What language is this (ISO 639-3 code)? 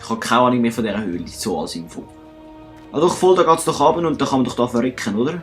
gsw